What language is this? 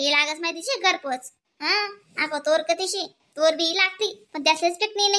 Khandesi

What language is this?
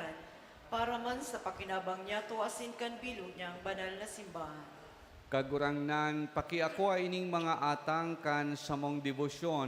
Bikol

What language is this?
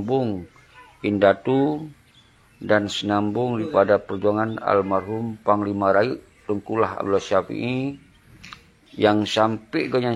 Achinese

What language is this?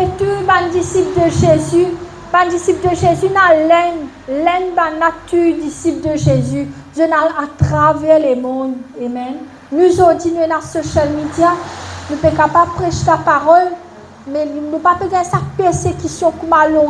Morisyen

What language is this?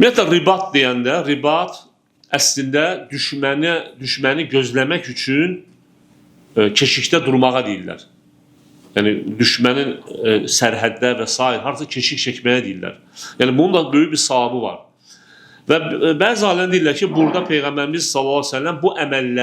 Azerbaijani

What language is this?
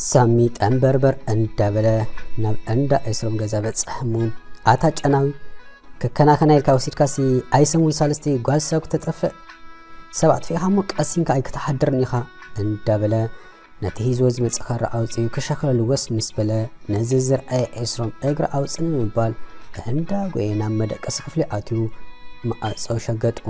Tigrinya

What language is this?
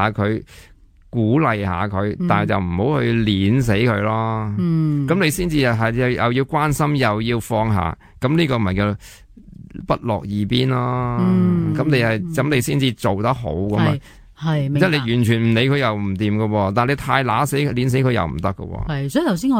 Cantonese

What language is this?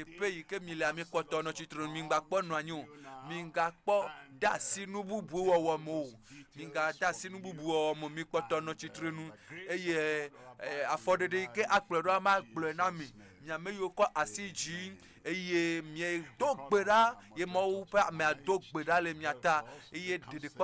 Ewe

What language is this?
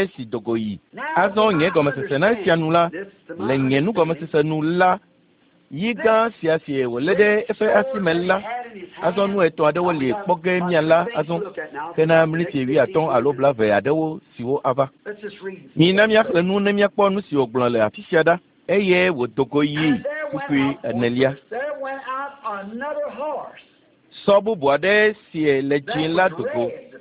Ewe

